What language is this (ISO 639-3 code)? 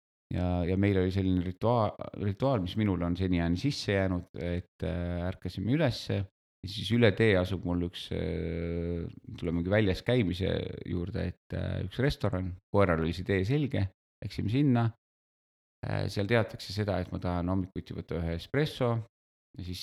est